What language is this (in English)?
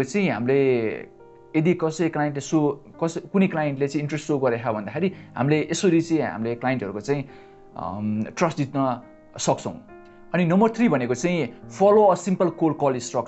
Nepali